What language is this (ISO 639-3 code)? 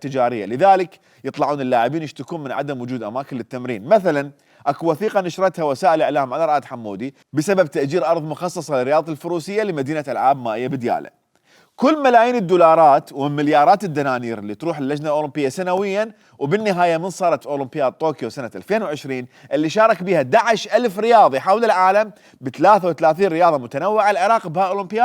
acm